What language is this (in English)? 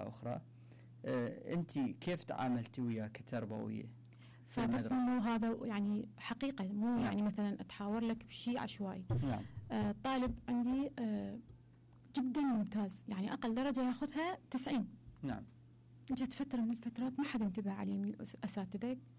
Mesopotamian Arabic